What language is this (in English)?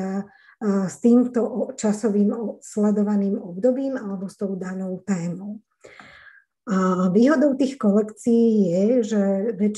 Slovak